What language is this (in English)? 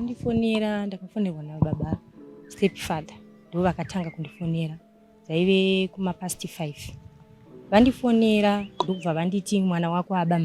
Shona